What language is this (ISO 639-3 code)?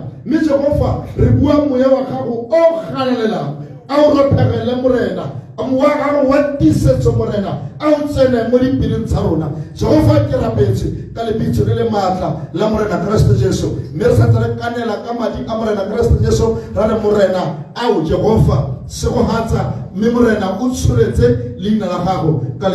tsn